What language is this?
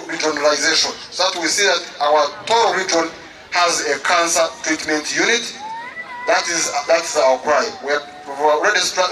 Nyankole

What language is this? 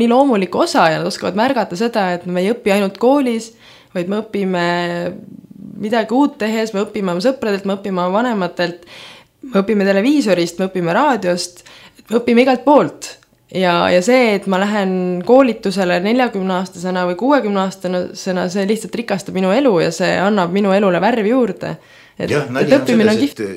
Estonian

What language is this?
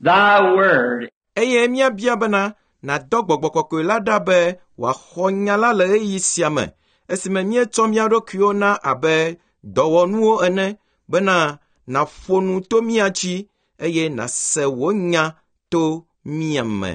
Ewe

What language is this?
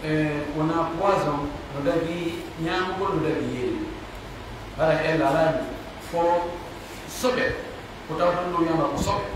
Pular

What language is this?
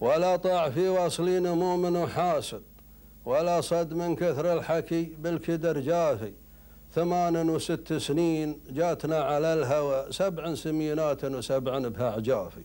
Gulf Arabic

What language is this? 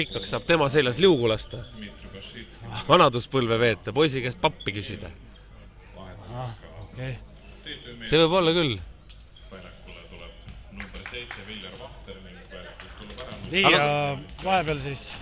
Estonian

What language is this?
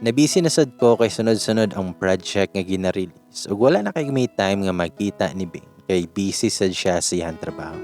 Cebuano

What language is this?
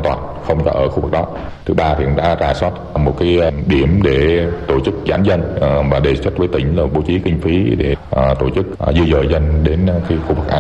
Vietnamese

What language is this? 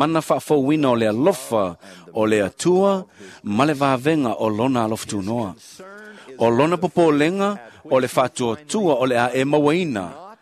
Samoan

